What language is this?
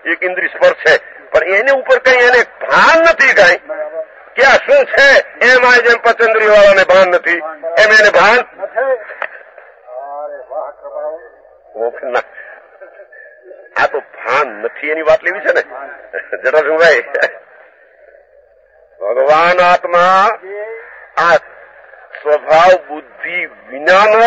Gujarati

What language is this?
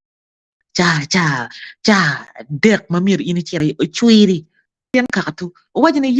Acoli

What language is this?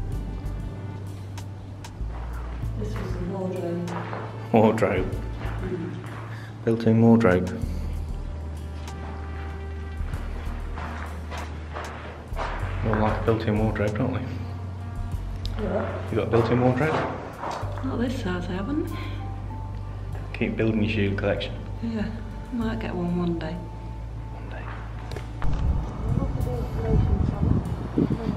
English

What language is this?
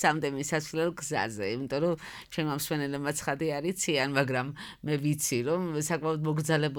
Georgian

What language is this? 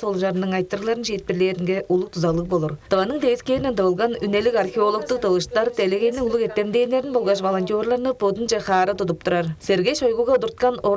Tuvinian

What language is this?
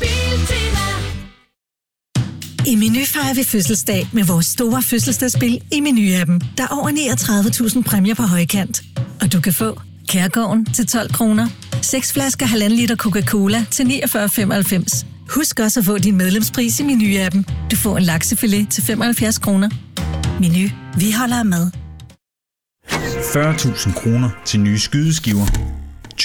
Danish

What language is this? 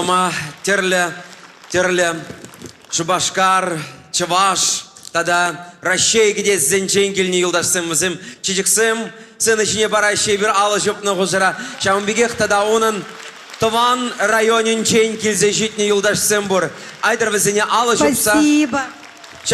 Chuvash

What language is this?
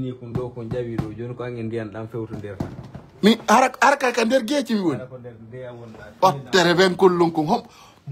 Fula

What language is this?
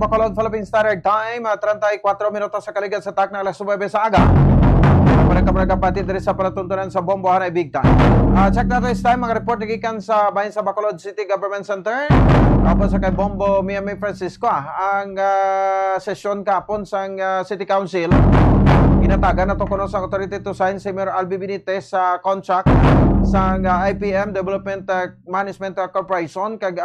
Hiligaynon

